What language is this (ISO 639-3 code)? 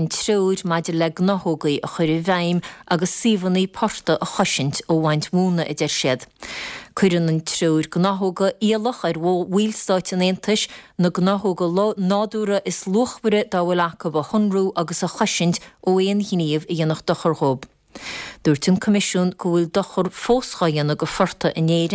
gle